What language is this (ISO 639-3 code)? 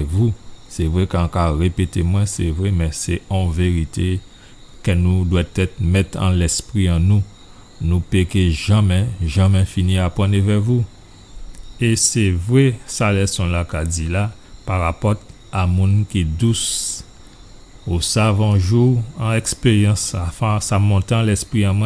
gcf